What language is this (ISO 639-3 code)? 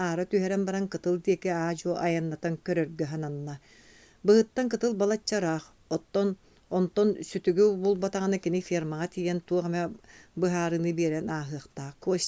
sah